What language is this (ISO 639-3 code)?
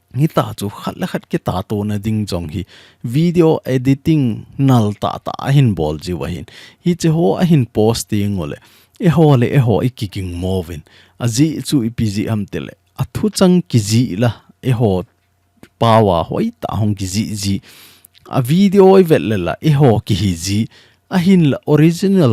tcz